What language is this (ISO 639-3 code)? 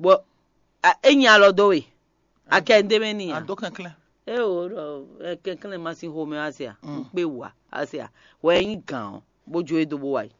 fon